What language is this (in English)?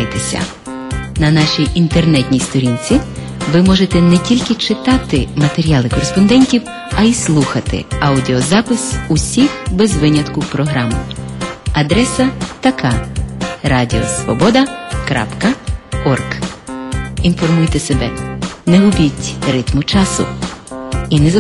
Ukrainian